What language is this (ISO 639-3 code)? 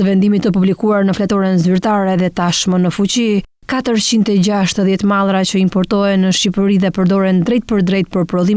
sqi